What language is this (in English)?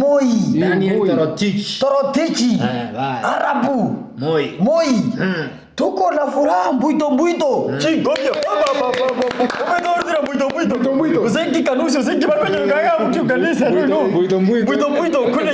Gusii